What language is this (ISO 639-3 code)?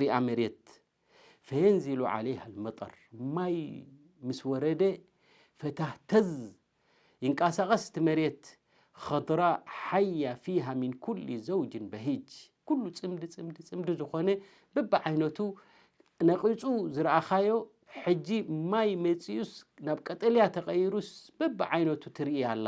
tir